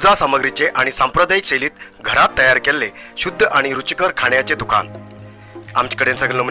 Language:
Konkani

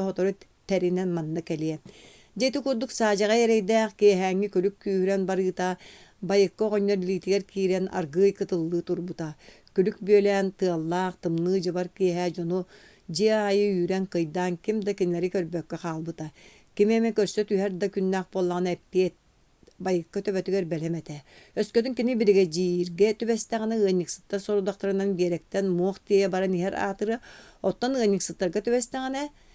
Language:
Yakut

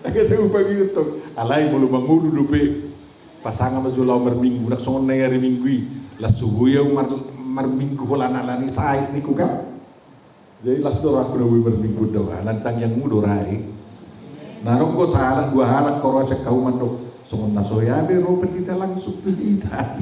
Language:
Batak Toba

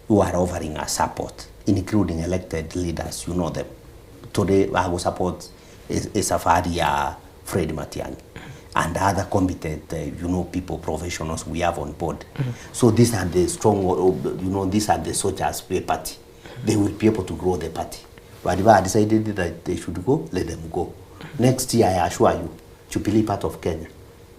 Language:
Gusii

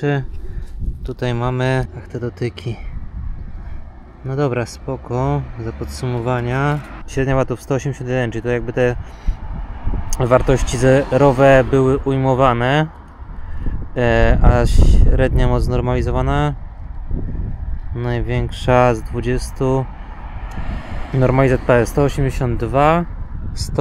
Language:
Polish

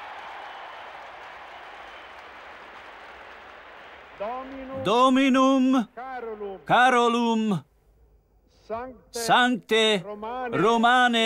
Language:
Hungarian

